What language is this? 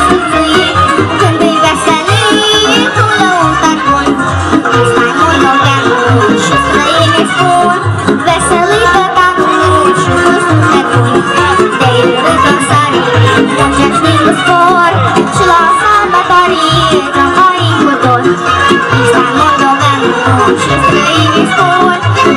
Romanian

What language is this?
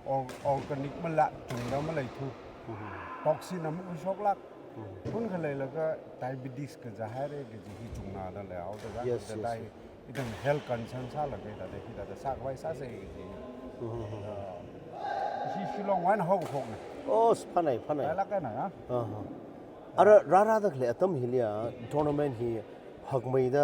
Tangkhul Naga (India)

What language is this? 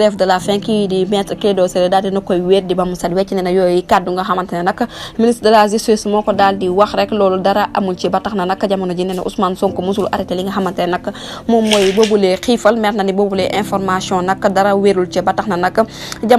Wolof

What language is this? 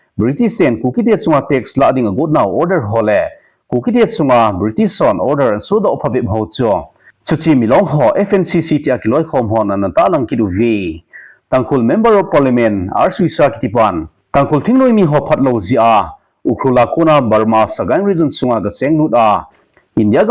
Thado Chin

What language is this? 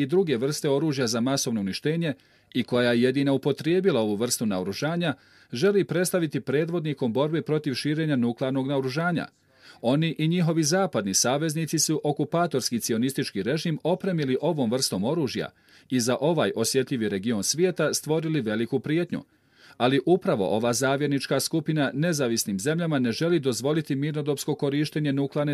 Bosnian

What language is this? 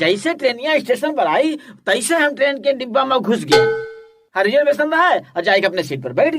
Awadhi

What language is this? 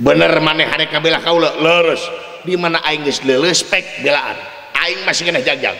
Sundanese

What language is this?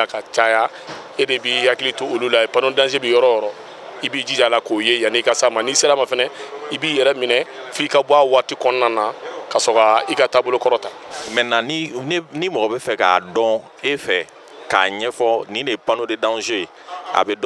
Bambara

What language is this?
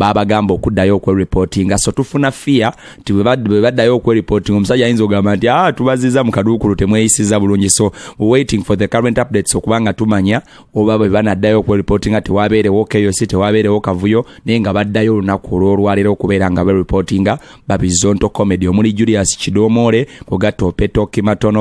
Ganda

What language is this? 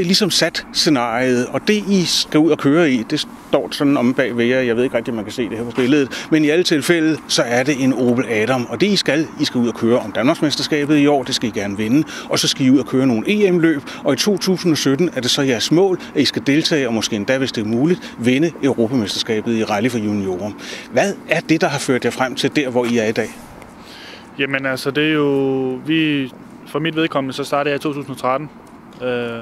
Danish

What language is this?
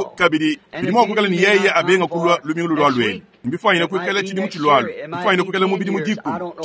Luba-Lulua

